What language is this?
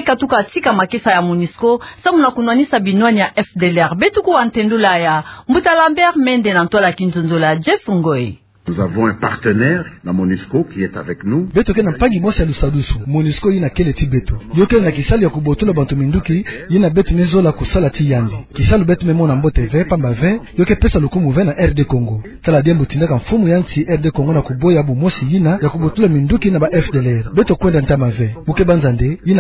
Kituba (Democratic Republic of Congo)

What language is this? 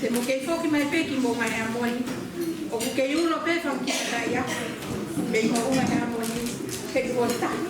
Tongan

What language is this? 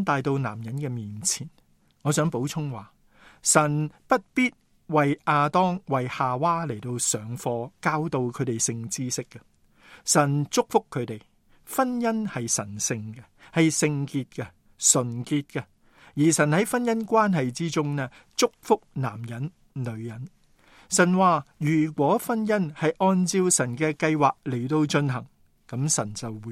Cantonese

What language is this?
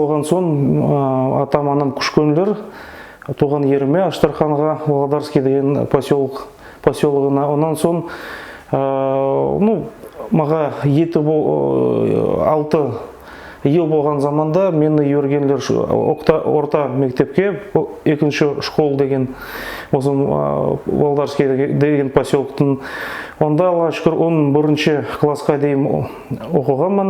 Nogai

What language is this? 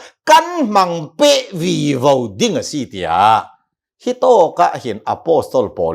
Hakha Chin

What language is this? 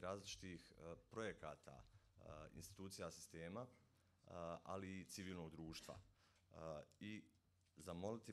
Bosnian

